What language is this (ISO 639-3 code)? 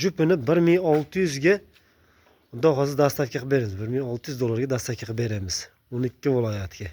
uzb